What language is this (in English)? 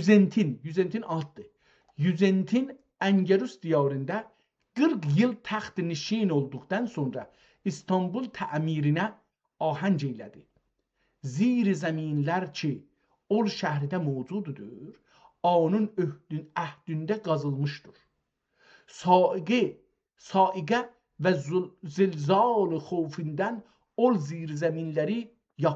South Azerbaijani